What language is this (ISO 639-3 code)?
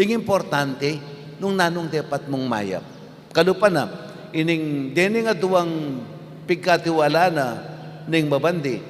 pam